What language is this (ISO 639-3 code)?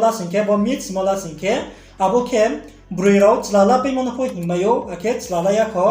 ria